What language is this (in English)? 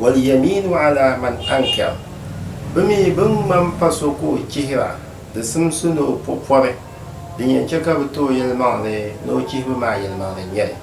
Dagbani